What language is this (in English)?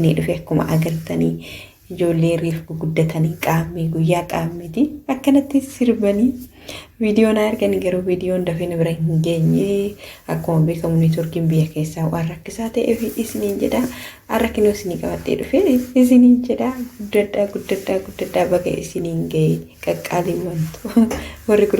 Oromo